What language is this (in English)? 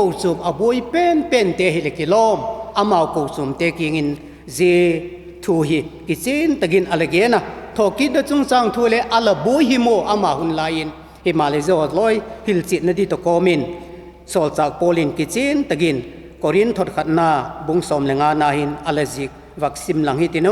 Vaiphei